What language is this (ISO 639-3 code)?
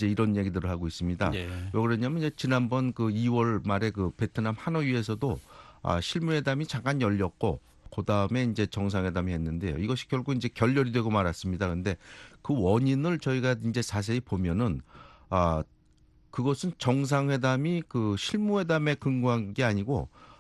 kor